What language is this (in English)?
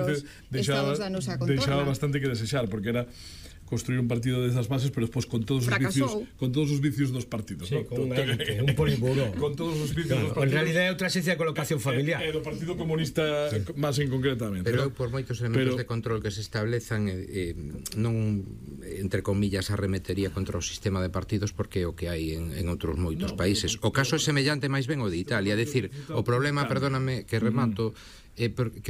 Galician